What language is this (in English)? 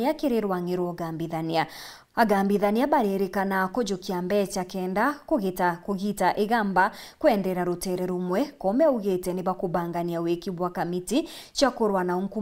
Meru